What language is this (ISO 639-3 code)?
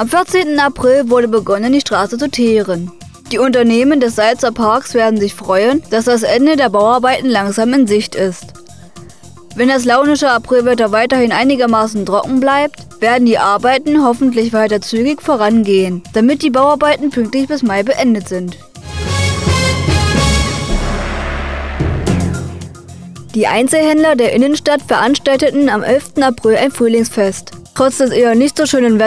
deu